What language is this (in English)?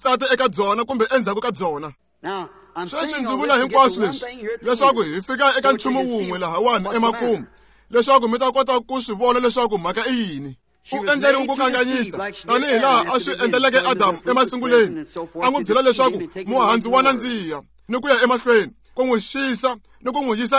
Tsonga